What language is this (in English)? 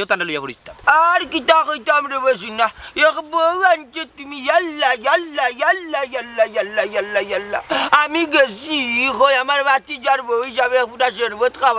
Sylheti